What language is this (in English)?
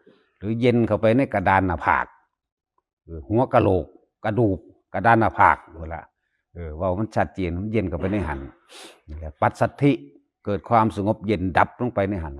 Northeastern Thai